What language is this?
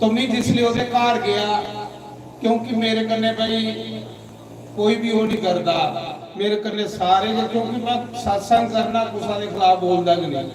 Dogri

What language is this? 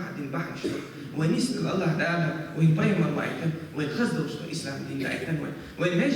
Chechen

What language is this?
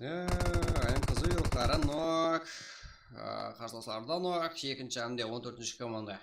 Kara-Kalpak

